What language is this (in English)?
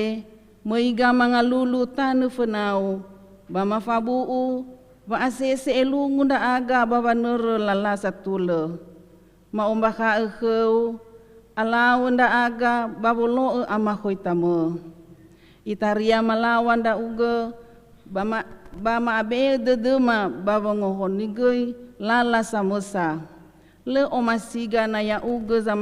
Nias